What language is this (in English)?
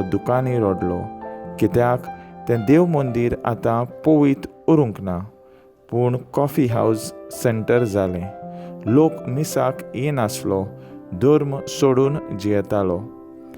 Konkani